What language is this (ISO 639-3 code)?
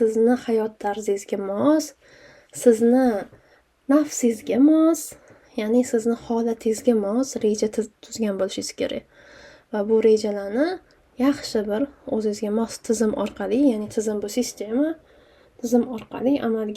uzb